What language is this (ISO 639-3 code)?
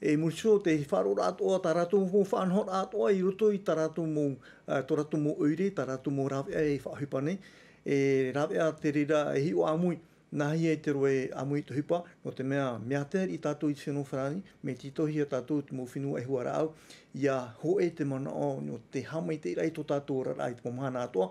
tah